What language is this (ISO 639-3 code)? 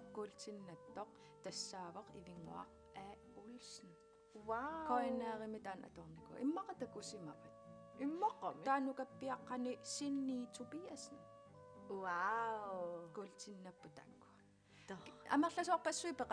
kal